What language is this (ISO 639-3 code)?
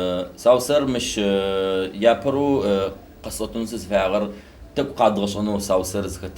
ady